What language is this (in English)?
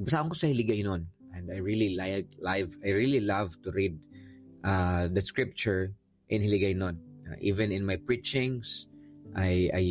Hiligaynon